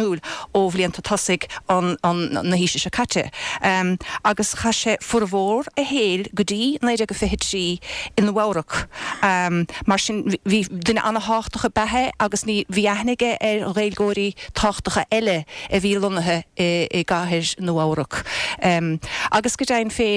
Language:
Irish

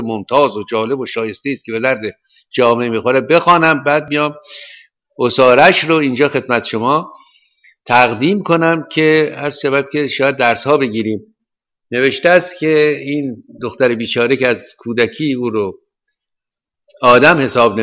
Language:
Persian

